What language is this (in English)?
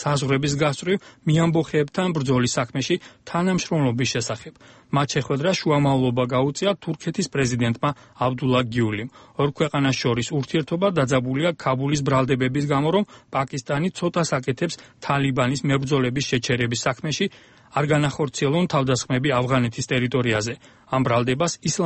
Georgian